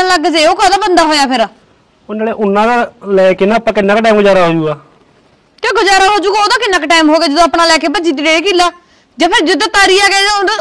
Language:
Punjabi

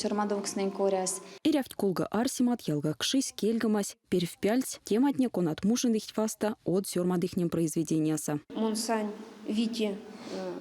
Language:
Erzya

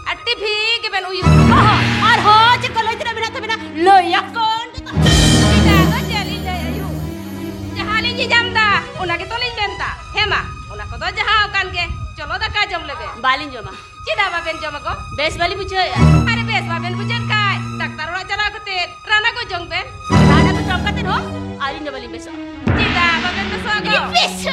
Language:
Santali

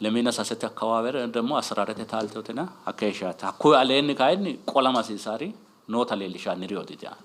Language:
Sidamo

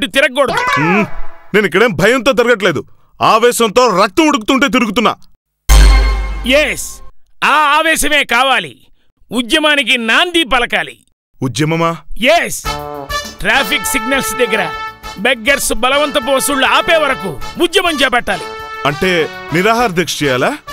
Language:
Telugu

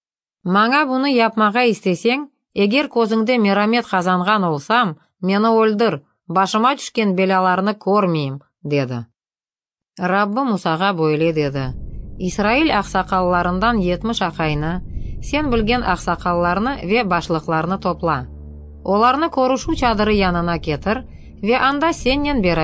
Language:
Crimean Tatar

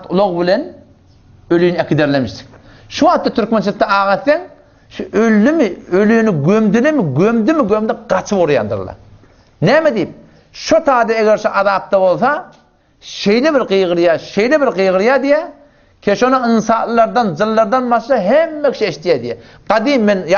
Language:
Turkmen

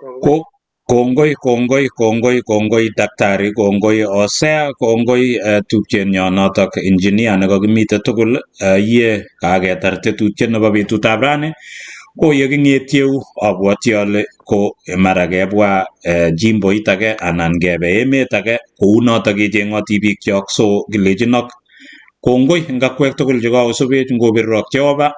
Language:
Kalenjin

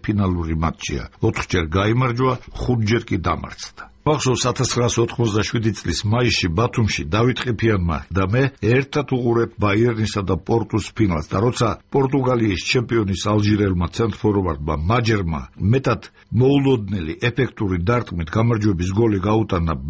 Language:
Georgian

